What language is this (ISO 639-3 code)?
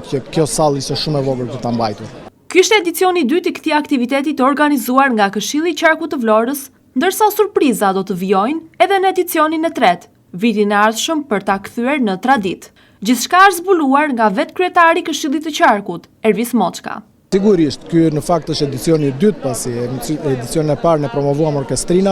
sqi